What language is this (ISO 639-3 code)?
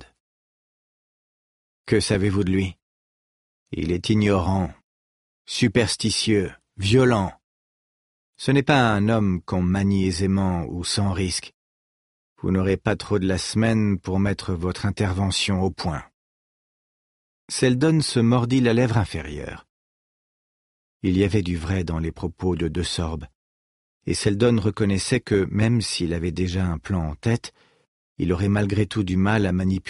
fra